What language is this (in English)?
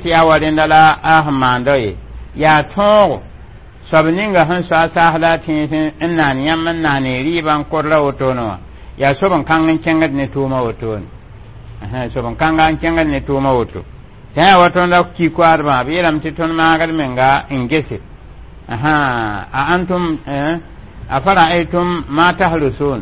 Mossi